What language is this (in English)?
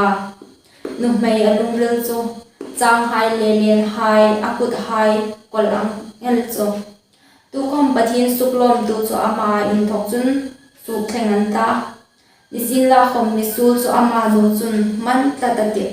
Hmar